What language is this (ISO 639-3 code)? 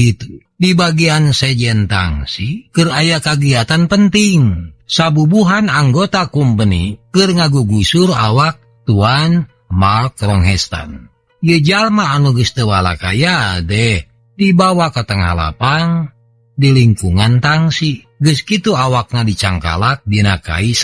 sun